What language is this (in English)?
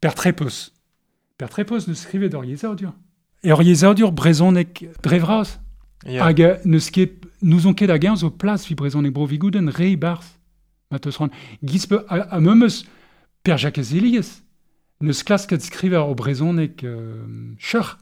Breton